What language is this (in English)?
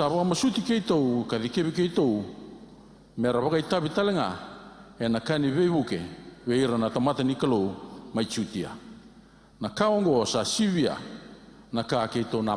Fijian